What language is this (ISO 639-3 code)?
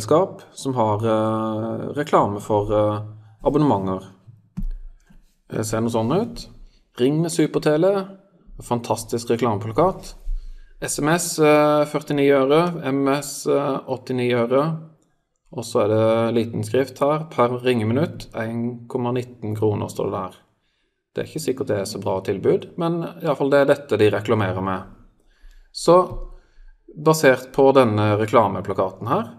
nor